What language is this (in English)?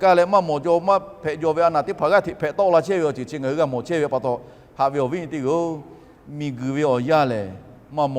Lahu